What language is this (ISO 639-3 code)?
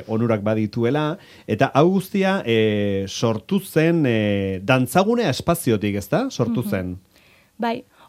eus